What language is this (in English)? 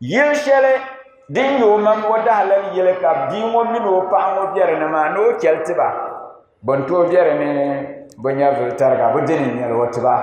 Dagbani